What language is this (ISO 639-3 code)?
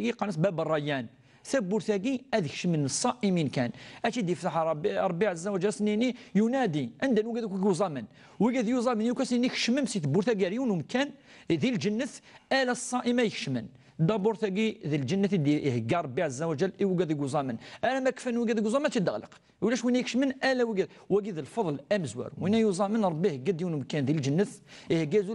kab